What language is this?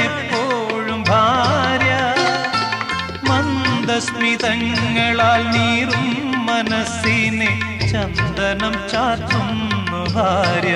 Malayalam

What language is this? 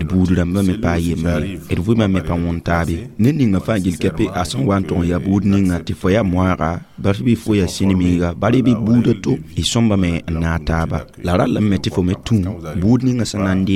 Mossi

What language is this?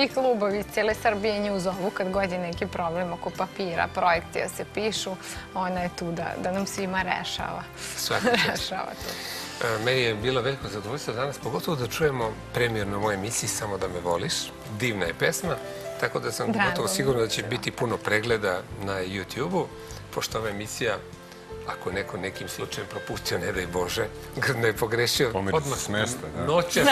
Serbian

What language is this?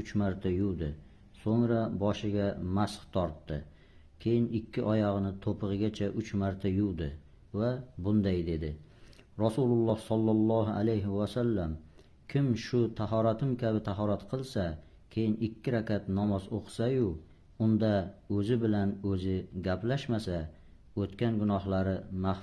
Uzbek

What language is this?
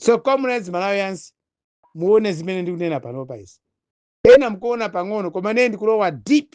Nyanja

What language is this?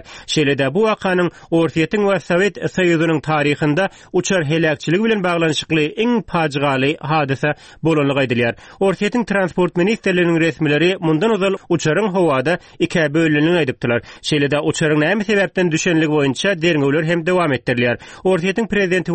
Turkmen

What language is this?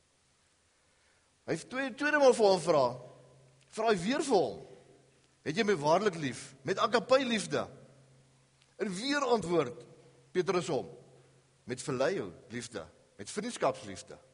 Afrikaans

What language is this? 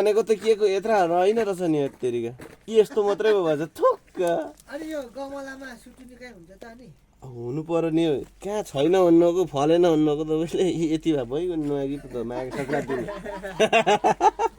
Nepali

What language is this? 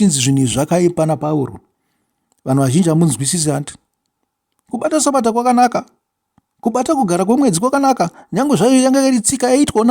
Shona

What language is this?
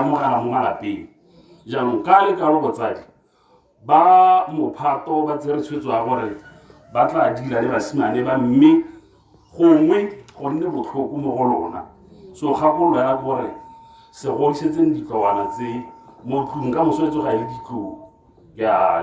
Tswana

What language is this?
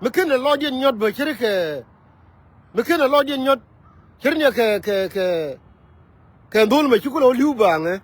Nuer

